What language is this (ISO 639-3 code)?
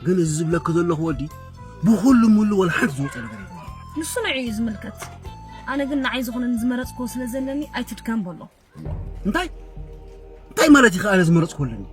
tir